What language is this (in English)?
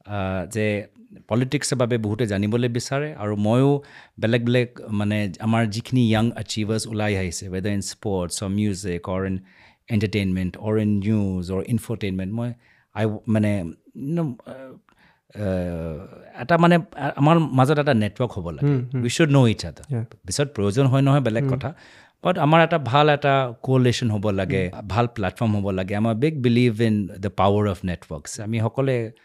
Assamese